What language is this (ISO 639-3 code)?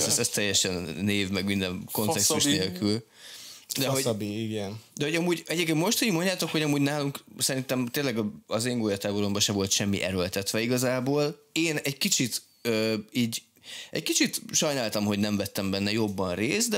hun